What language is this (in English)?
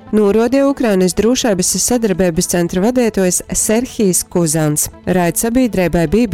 Latgalian